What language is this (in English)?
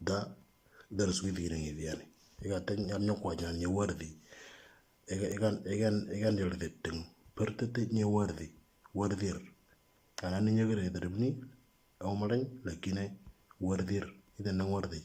Moro